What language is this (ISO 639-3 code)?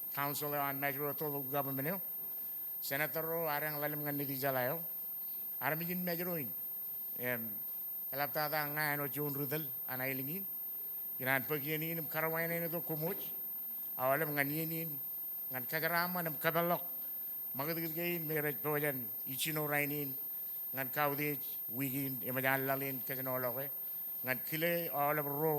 mah